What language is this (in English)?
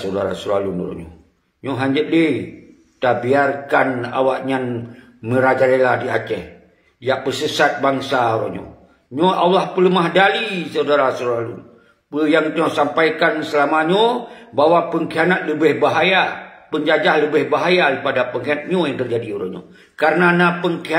Achinese